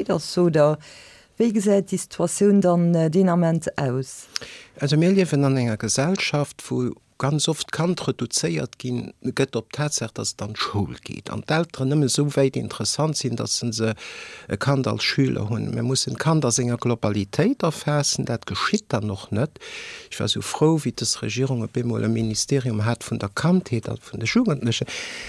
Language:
Luxembourgish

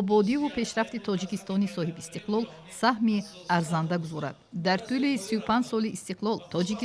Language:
Tajik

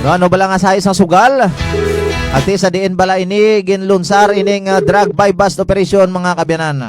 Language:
Hiligaynon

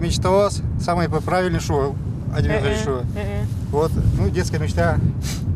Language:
Udmurt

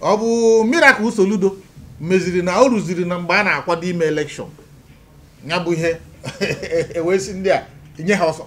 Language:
Igbo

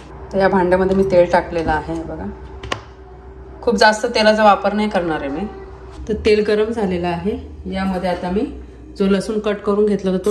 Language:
Marathi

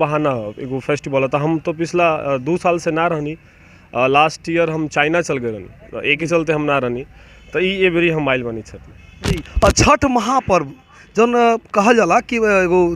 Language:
Bhojpuri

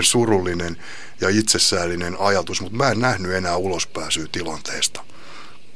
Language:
Finnish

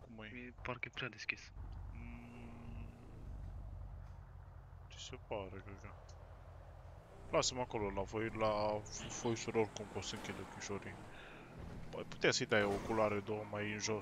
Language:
Romanian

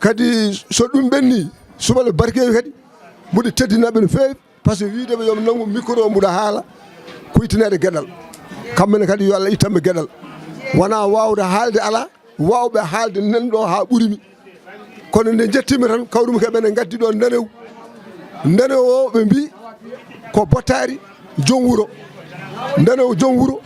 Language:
Fula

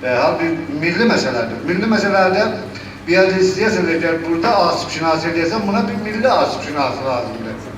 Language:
South Azerbaijani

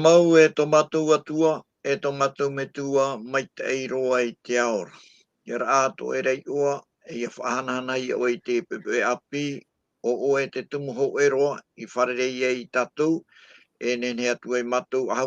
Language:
Tahitian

